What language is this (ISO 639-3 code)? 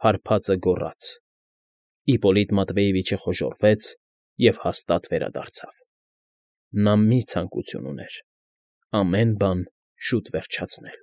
hye